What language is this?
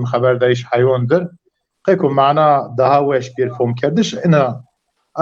Zaza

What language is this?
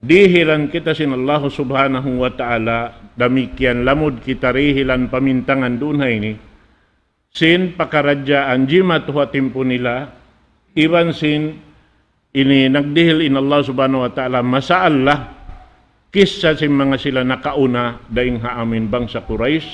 Tausug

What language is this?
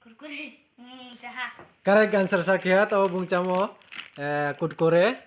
Riang (India)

